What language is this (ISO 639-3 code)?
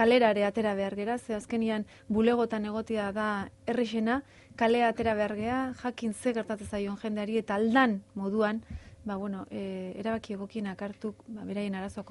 eus